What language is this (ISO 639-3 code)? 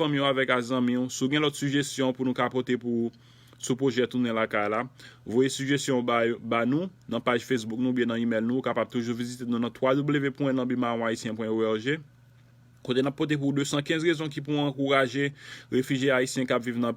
hat